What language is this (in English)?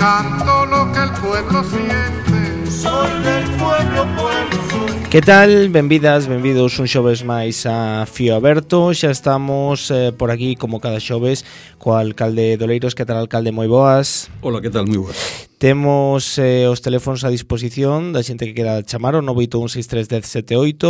Galician